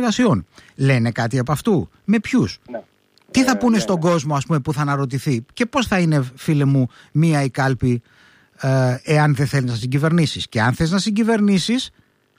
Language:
Greek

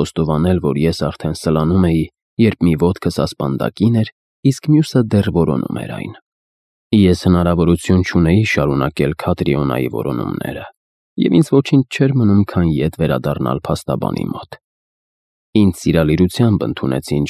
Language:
Armenian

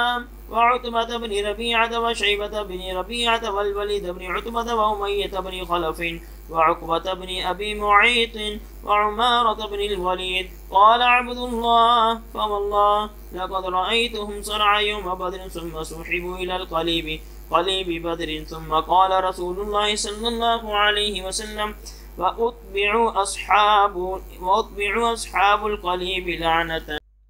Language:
Arabic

